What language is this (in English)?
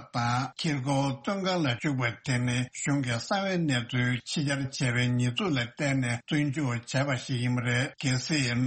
Tibetan